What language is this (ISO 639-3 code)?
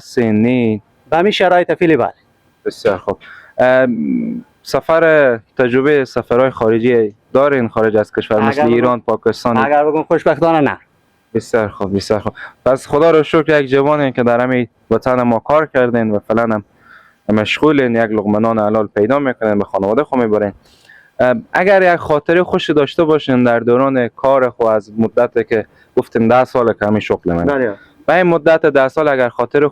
fas